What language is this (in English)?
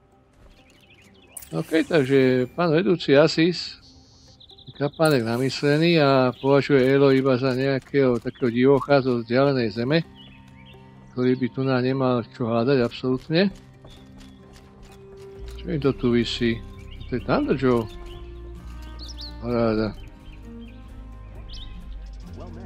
Slovak